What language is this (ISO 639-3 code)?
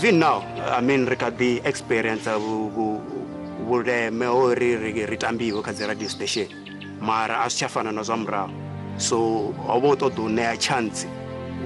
ven